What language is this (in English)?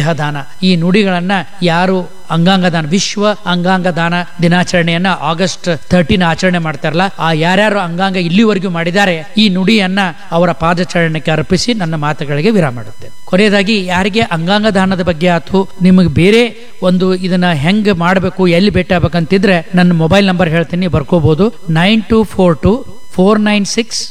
Kannada